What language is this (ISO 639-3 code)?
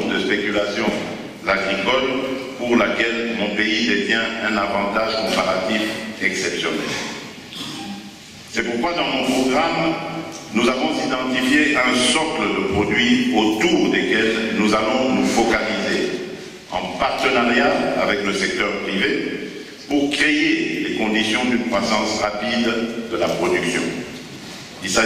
fra